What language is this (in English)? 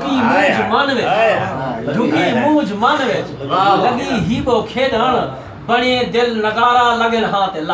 Saraiki